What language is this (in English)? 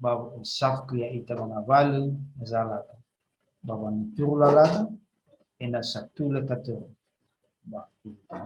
Nias